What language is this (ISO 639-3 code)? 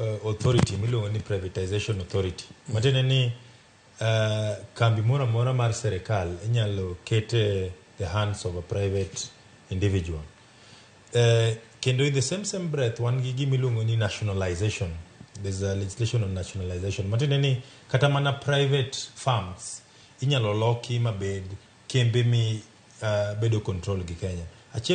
luo